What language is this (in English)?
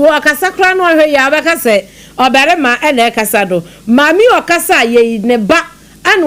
Akan